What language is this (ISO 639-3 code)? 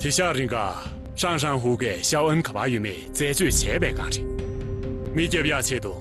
bod